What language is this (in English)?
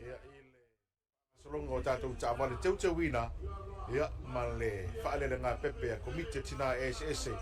Samoan